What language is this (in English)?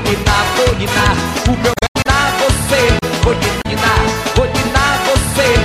Portuguese